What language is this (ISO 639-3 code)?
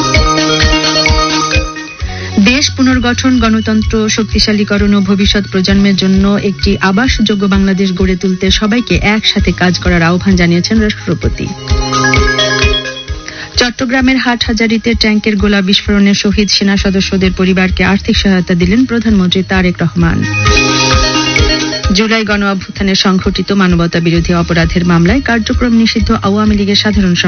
ben